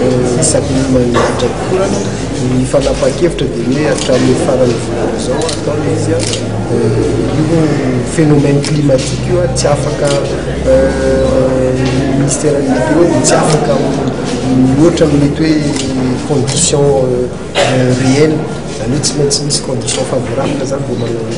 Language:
Malagasy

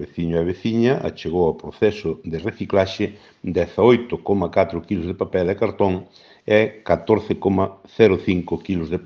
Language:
Galician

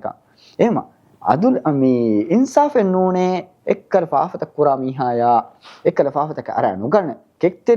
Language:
Divehi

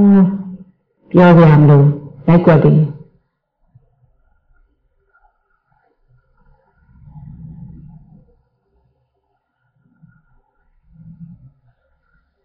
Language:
Burmese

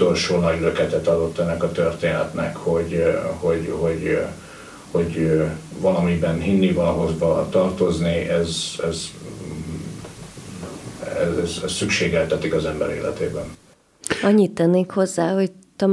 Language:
Hungarian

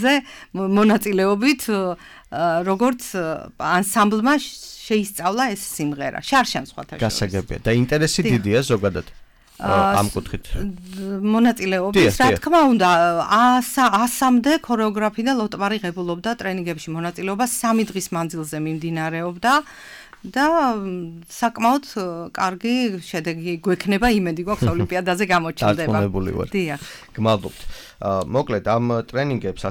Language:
Georgian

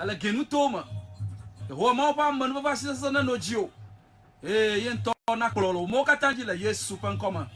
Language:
Ewe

